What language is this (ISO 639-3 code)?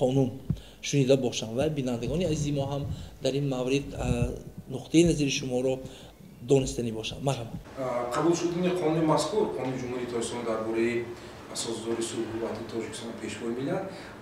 tgk